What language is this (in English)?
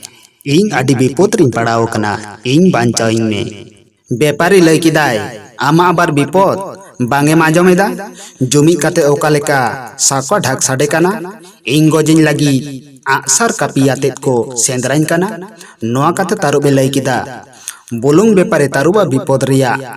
Santali